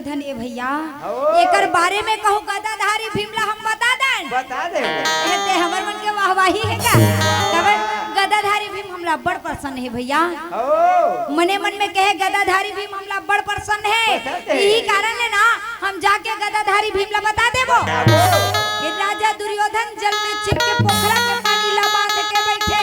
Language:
Chhattisgarhi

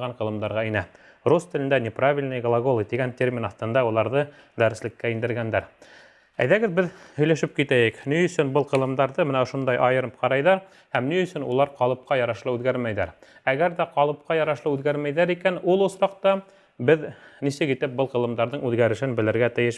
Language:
Bashkir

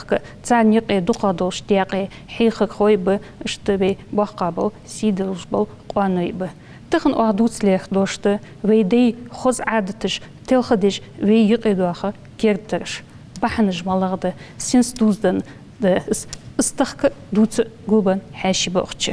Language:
Ingush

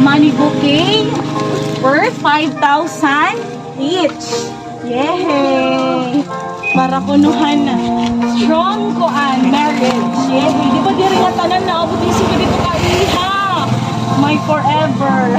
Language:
Waray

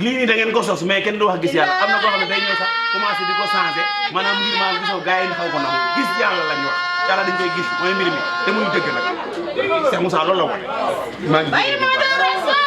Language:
Wolof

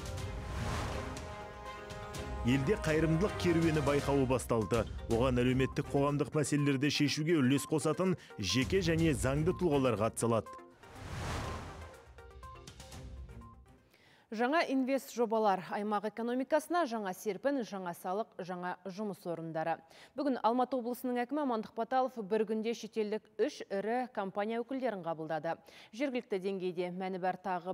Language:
Kazakh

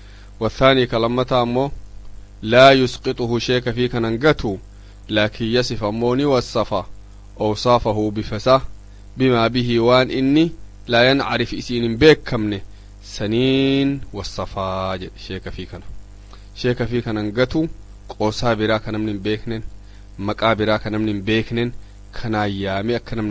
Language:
Oromo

